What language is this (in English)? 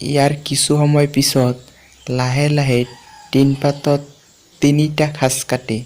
Assamese